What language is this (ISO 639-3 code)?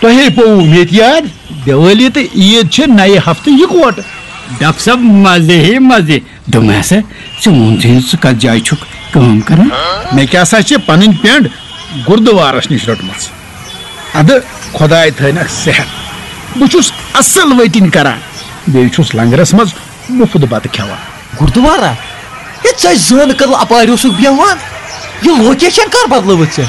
kas